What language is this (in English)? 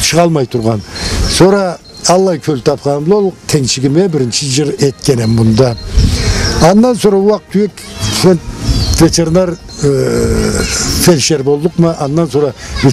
Karachay-Balkar